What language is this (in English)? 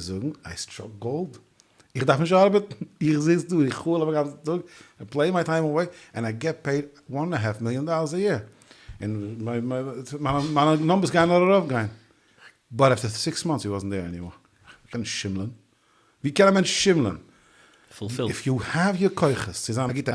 Yiddish